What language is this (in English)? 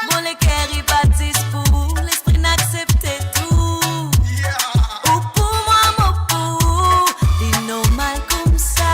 Morisyen